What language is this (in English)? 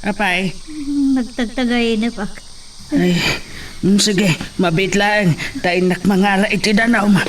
Iloko